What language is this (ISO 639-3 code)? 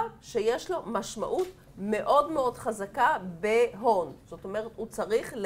heb